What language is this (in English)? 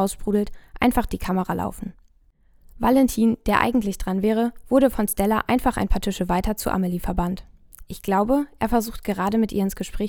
German